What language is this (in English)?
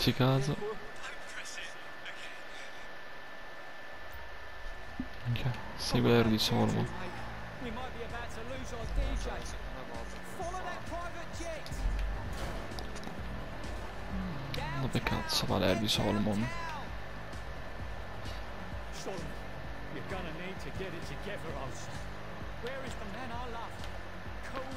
Italian